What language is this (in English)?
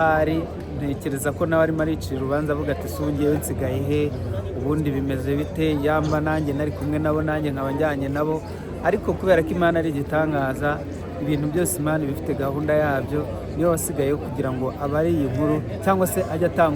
Kinyarwanda